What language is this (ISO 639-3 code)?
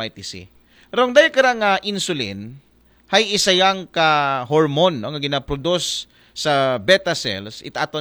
akl